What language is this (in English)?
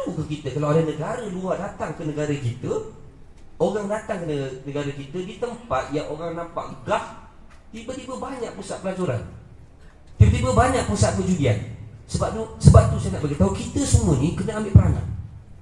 Malay